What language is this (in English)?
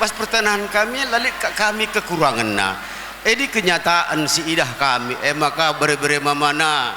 Batak Karo